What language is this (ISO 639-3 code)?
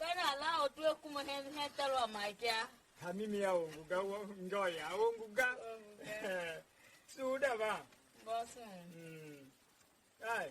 tiv